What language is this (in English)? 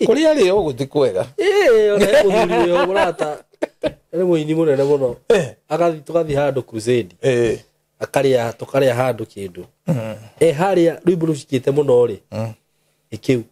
Kikuyu